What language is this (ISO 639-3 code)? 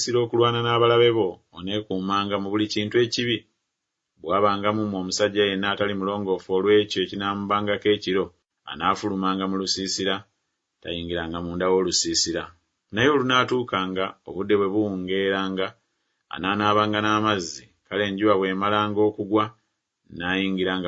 lug